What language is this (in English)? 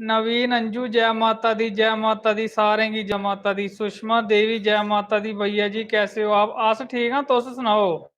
Dogri